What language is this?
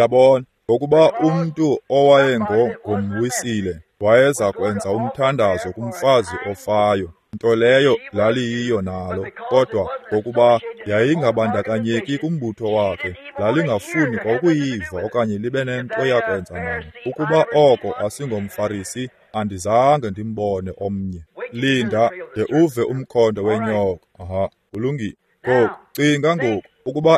Xhosa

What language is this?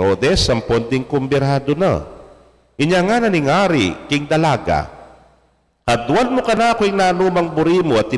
Pampanga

